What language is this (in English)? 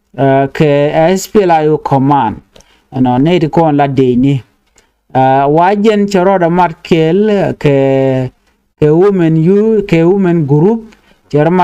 Nuer